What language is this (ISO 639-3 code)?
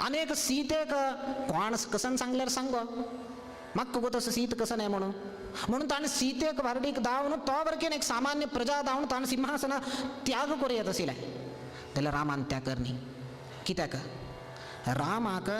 kok